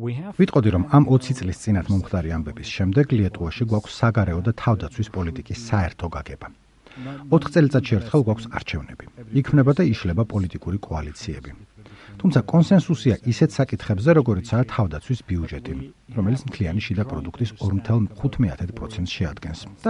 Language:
Georgian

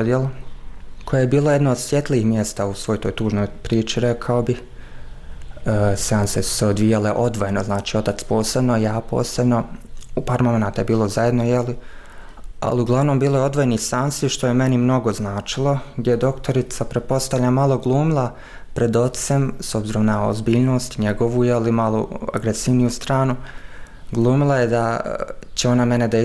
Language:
Bosnian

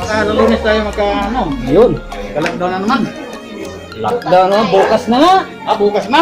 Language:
Cebuano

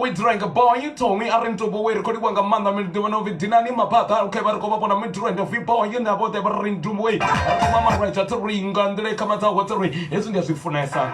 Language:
Venda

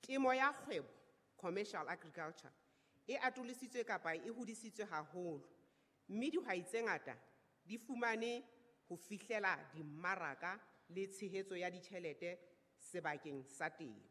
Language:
Southern Sotho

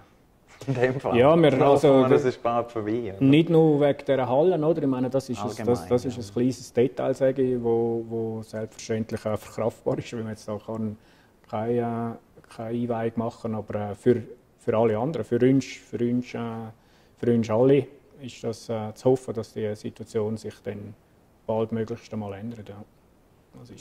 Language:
Swiss German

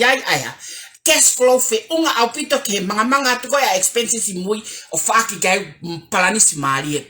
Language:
Tongan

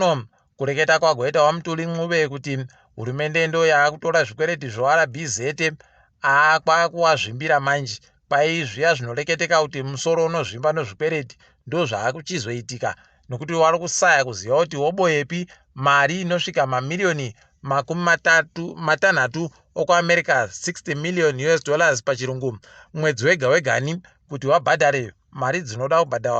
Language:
Ndau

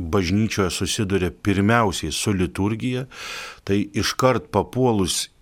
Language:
Lithuanian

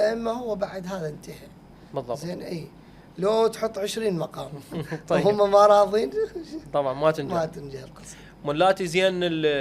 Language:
Mesopotamian Arabic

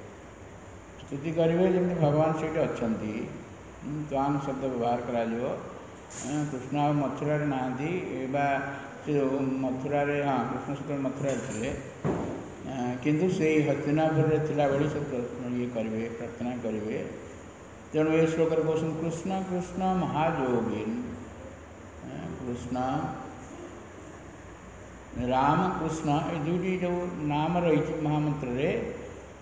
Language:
Odia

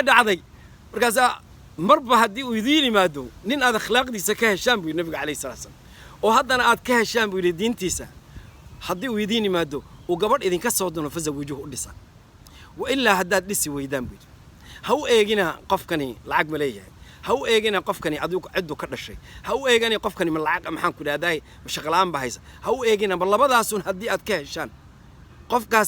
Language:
Somali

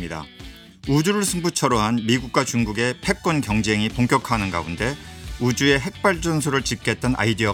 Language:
Korean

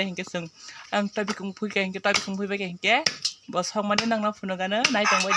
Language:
Kok Borok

